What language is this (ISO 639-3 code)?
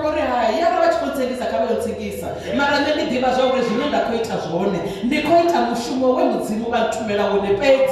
ven